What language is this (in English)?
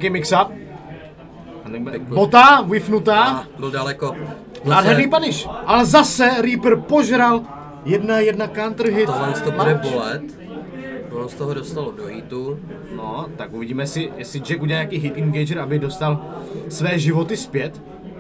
Czech